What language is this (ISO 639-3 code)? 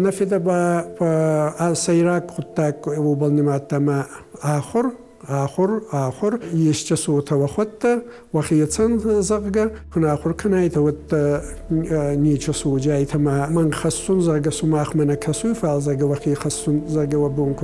oss